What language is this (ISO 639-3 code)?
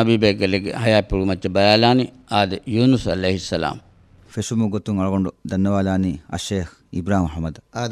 div